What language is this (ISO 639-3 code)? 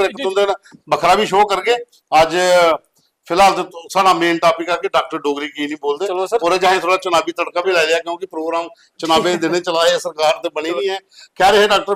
doi